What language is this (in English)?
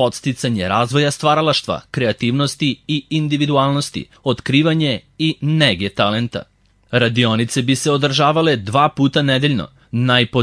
Serbian